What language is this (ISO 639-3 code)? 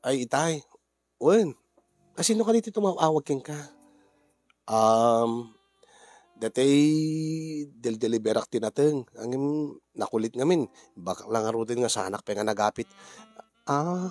ilo